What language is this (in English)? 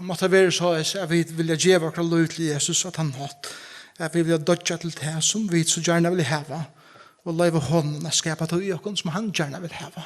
Faroese